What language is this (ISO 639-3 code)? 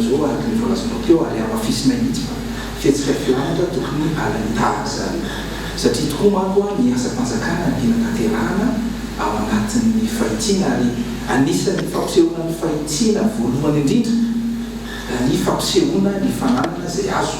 mlg